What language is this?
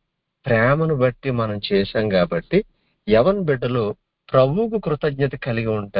Telugu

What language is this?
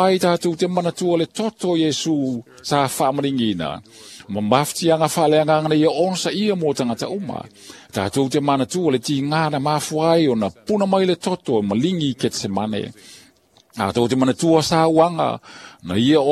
Samoan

